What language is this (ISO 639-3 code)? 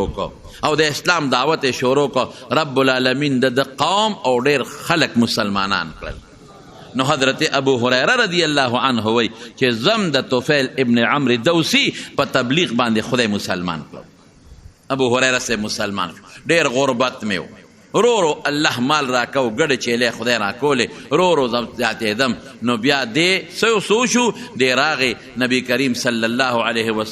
pus